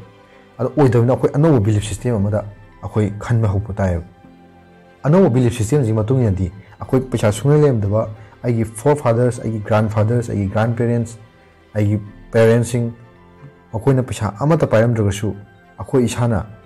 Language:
Manipuri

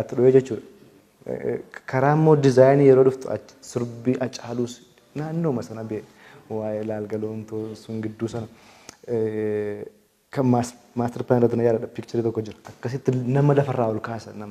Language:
Oromo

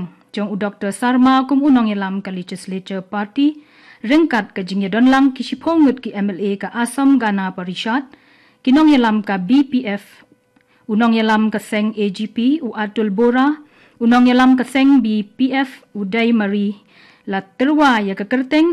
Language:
Khasi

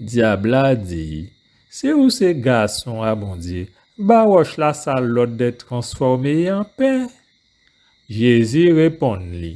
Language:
Guadeloupean Creole French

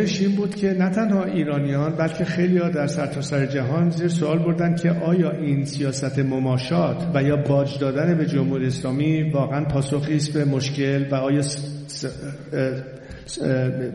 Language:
Persian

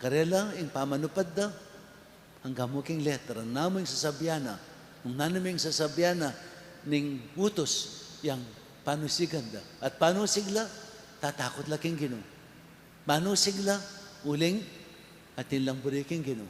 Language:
Pampanga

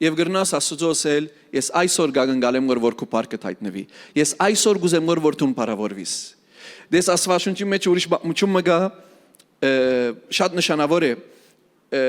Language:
Western Armenian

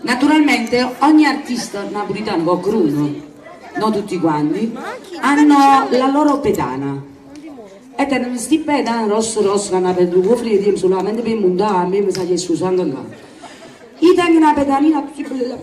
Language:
Neapolitan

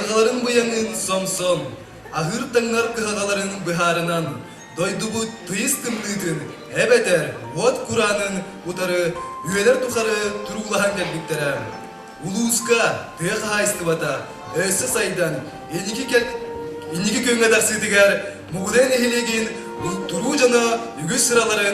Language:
Yakut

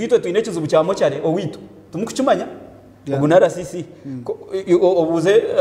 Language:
Nyankole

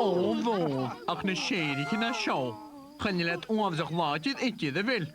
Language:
Scottish Gaelic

